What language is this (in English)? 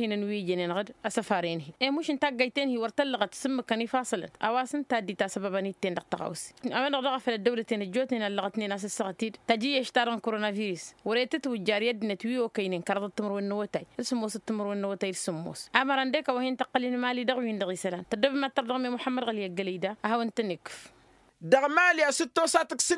Tamasheq